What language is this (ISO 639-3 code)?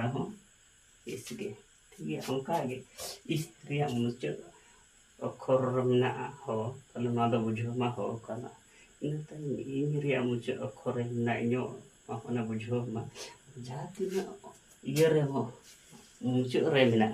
sat